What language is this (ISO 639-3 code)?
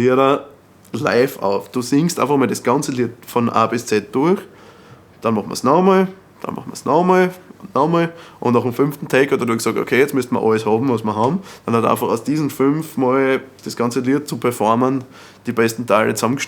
bar